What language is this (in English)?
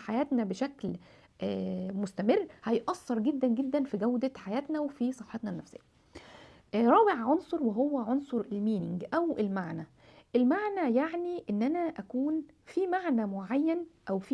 Egyptian Arabic